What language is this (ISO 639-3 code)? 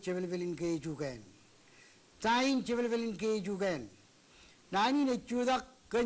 mah